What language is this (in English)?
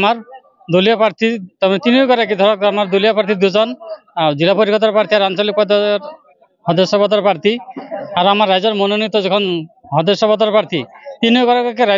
Assamese